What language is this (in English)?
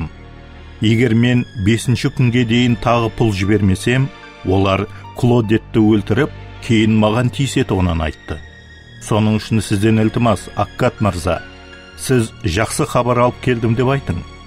Kara-Kalpak